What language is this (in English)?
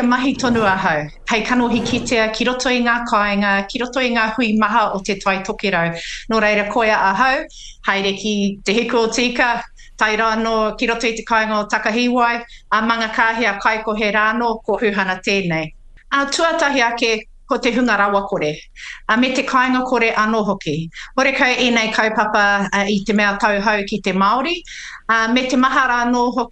Māori